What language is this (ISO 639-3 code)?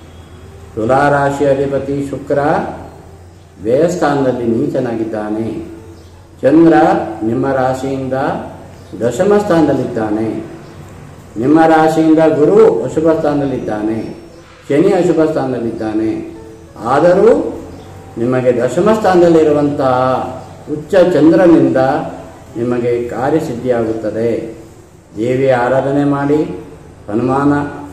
kan